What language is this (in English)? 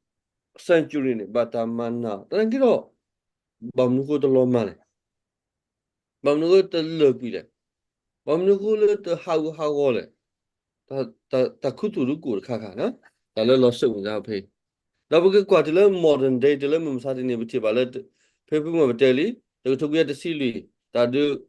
S'gaw Karen